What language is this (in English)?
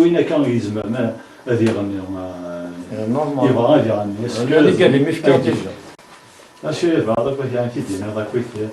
Kabyle